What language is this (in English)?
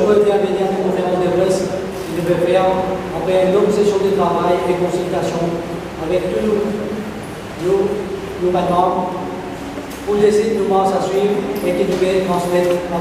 Morisyen